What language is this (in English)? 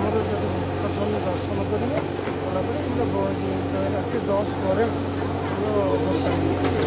Odia